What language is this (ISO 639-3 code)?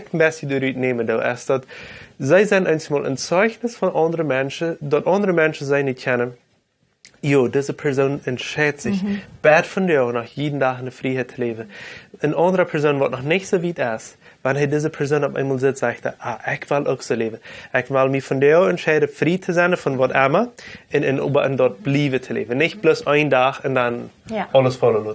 pdt